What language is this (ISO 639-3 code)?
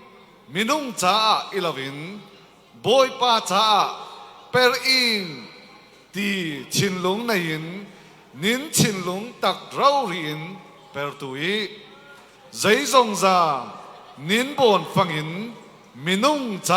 cfm